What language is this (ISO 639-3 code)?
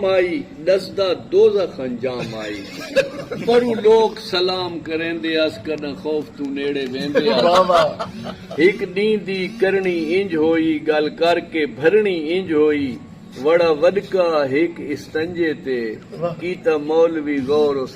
skr